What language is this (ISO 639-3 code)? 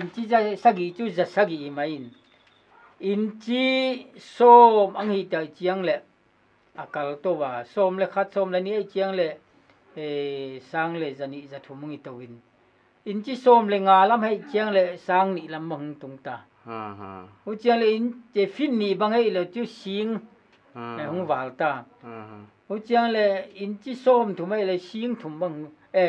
pck